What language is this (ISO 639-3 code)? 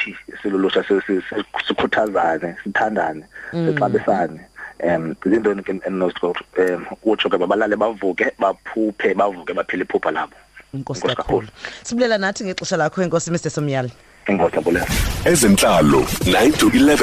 xho